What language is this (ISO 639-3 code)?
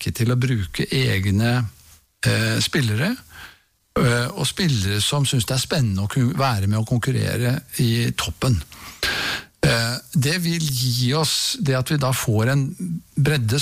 nor